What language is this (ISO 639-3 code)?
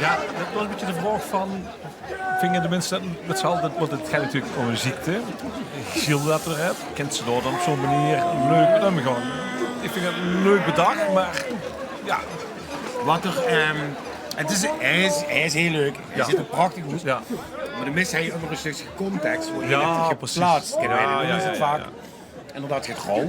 lim